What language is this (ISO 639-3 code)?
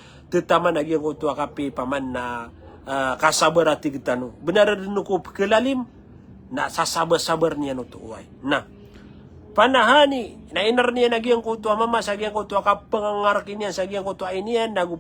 mrw